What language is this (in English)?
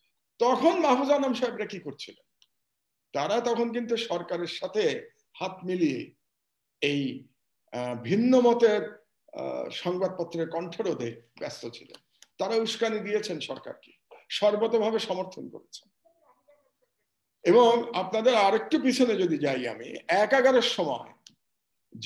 Bangla